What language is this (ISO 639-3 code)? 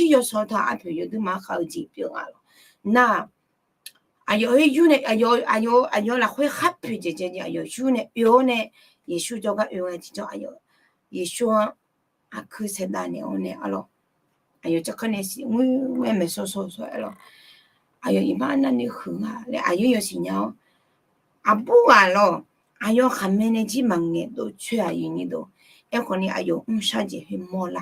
ahk